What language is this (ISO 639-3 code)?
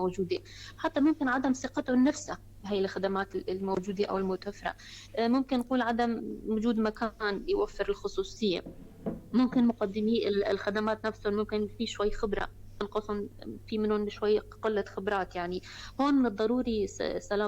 apc